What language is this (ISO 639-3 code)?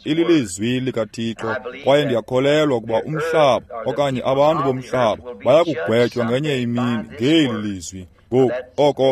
xho